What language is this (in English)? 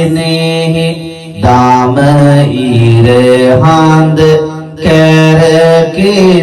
Sinhala